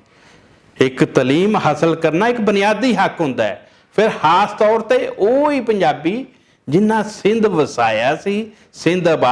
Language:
Western Panjabi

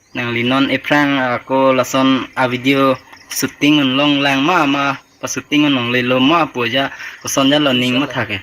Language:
Karbi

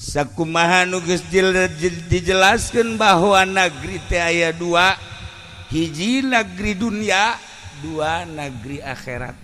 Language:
Sundanese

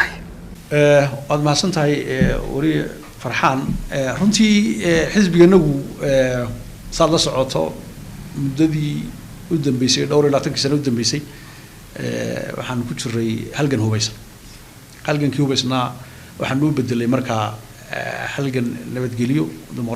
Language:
Somali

